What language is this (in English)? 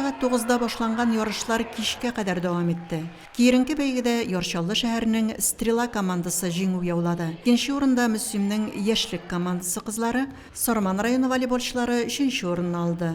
Tatar